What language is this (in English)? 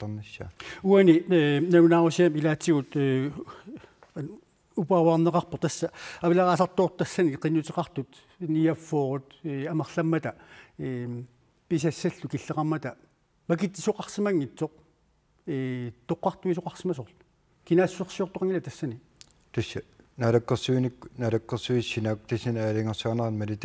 Kalaallisut